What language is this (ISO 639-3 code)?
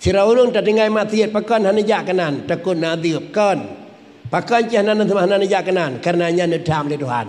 ace